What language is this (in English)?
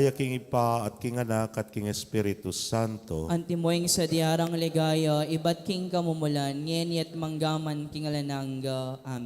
Pampanga